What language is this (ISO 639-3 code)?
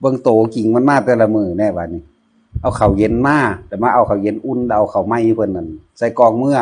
tts